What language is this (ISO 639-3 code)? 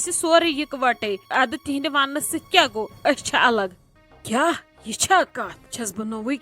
kas